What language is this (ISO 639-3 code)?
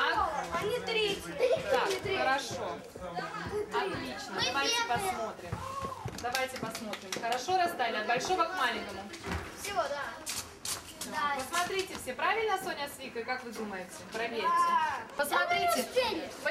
rus